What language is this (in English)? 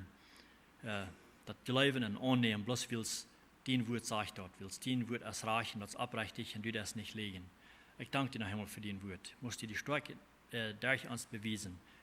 Plautdietsch